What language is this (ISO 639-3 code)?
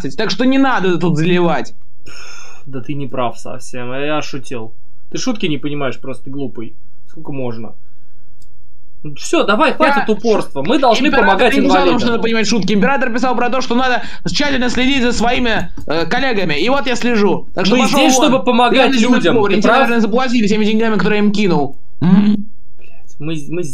rus